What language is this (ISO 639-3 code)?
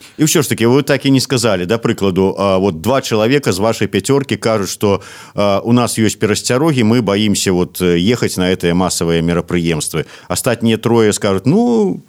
bel